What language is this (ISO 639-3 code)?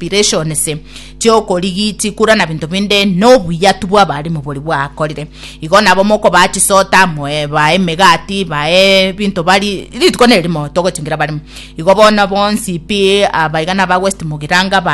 guz